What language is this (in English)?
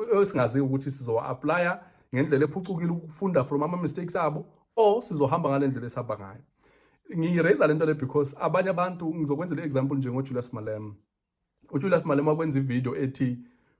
Zulu